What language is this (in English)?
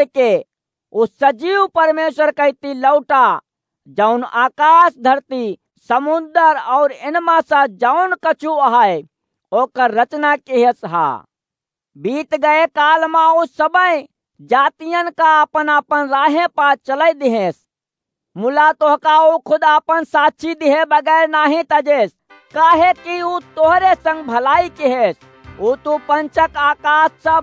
Awadhi